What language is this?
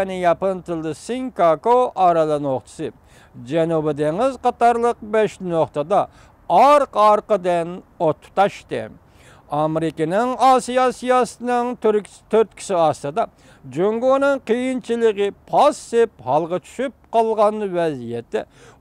Uyghur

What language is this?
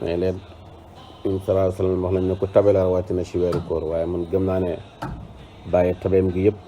Wolof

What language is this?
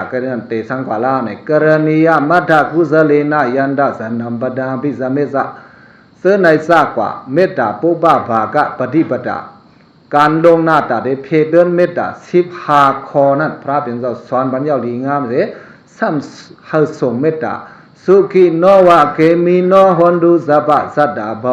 Shan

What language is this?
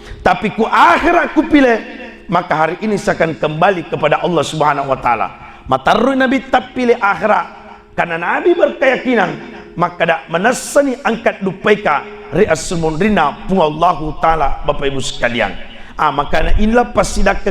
Buginese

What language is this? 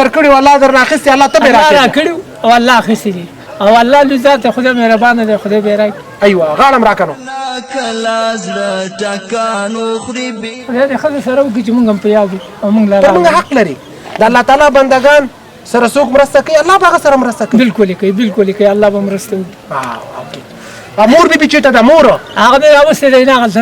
Pashto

